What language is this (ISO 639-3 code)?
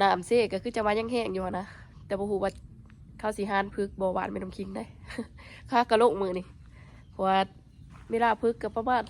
lao